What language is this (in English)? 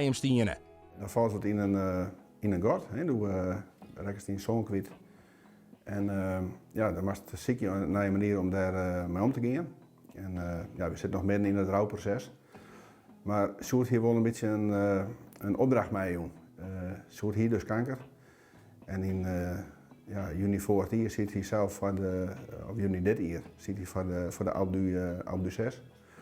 Western Frisian